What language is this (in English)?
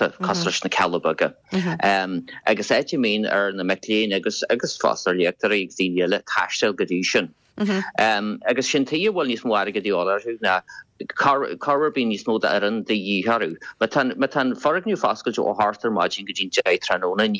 Irish